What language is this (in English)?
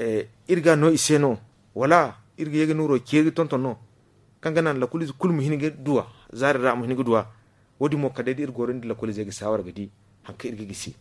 Zarma